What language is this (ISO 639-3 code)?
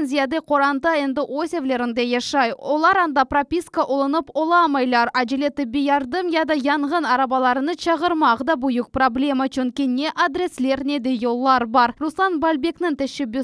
crh